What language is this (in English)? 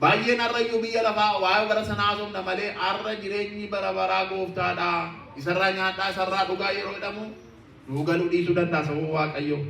Oromo